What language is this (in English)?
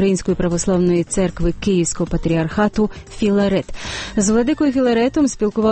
Ukrainian